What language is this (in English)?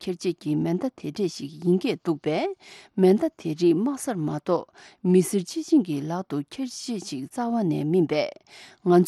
Tibetan